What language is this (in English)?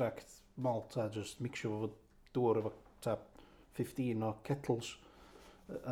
Welsh